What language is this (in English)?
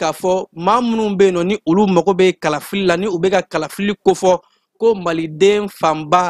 Bambara